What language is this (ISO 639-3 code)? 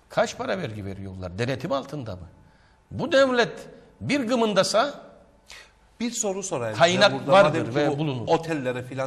tur